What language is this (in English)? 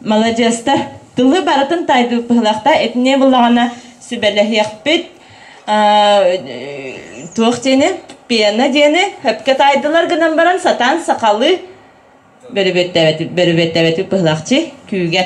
Yakut